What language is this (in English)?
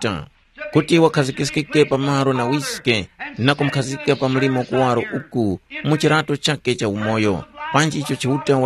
Tumbuka